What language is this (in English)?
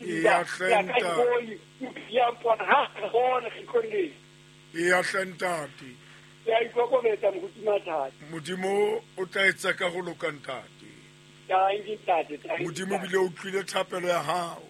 Southern Sotho